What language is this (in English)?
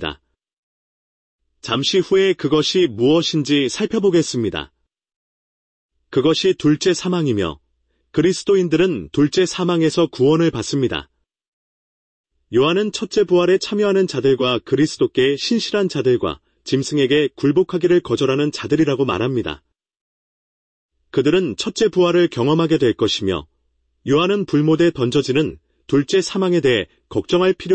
Korean